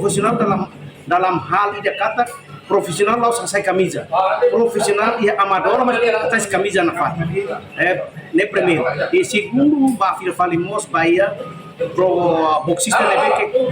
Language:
Tetum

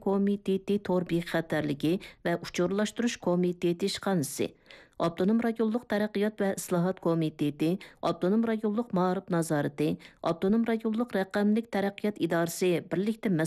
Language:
Uyghur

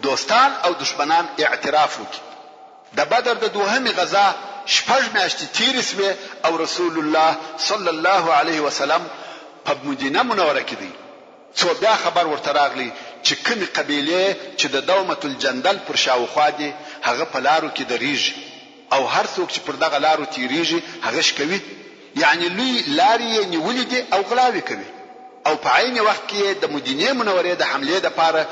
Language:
Pashto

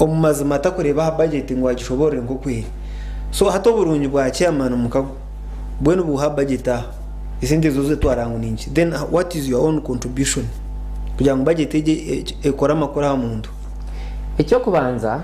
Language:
Nyankole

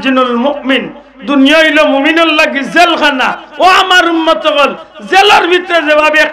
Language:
Sylheti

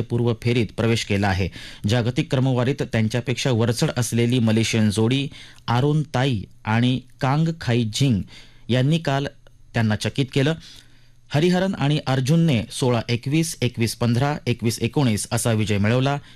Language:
Marathi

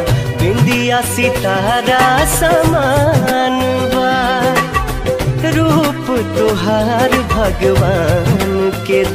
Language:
Bhojpuri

